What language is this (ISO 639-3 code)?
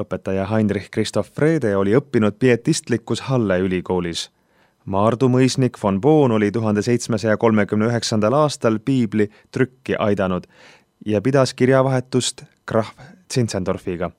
est